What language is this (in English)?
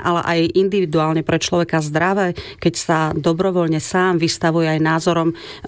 Slovak